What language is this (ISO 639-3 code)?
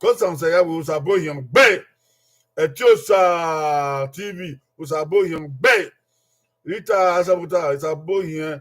bin